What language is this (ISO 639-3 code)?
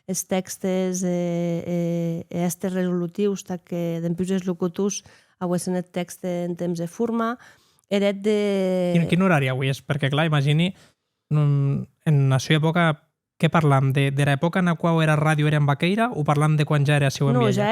oci